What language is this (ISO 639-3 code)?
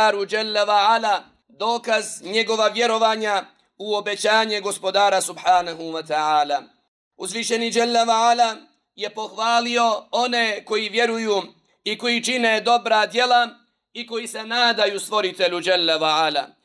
bos